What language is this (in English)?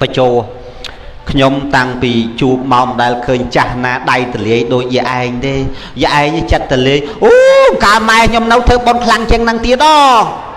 Khmer